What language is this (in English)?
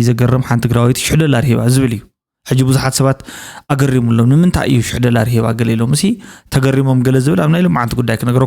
Tigrinya